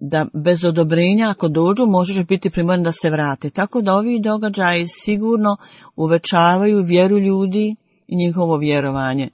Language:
Bosnian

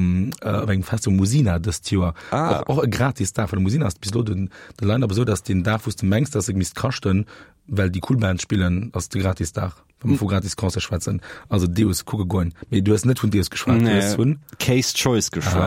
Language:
Luxembourgish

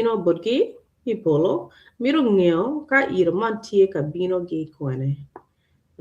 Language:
Acoli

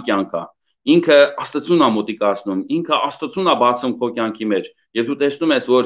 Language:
Armenian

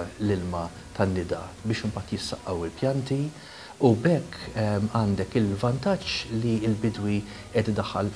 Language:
Maltese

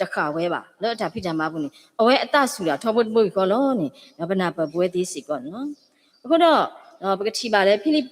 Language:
S'gaw Karen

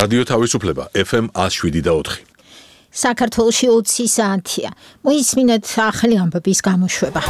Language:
Georgian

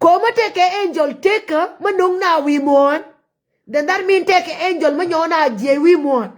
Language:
Nuer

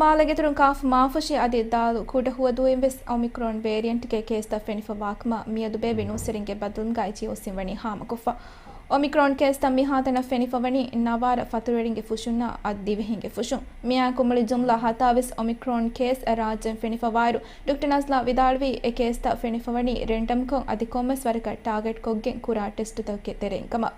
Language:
Divehi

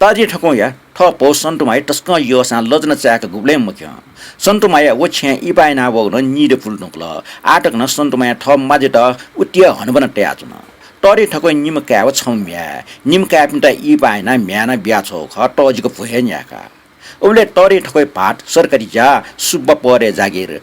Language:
Newari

